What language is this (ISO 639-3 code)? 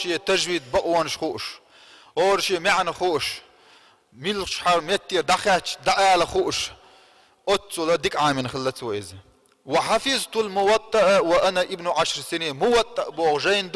che